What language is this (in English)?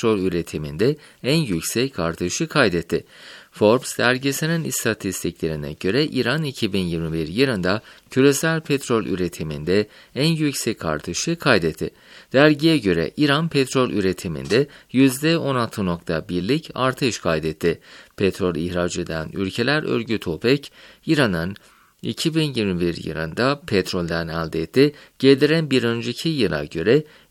Turkish